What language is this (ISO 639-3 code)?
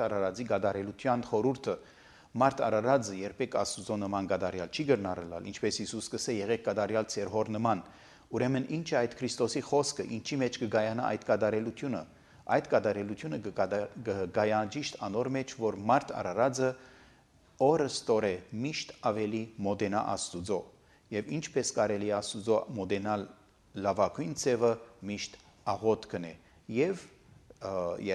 hye